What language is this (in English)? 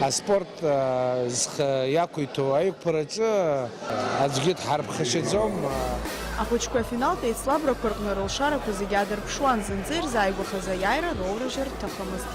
Abkhazian